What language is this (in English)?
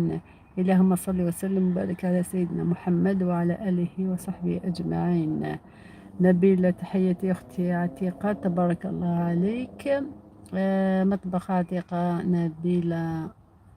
Algerian Arabic